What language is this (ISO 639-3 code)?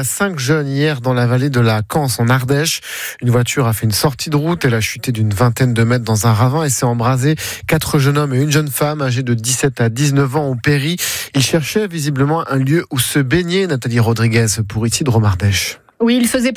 fra